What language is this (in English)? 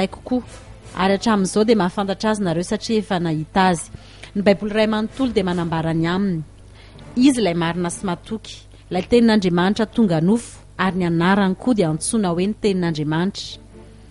Malagasy